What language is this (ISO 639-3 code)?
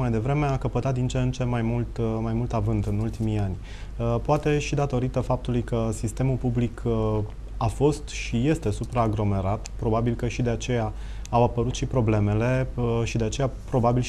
ron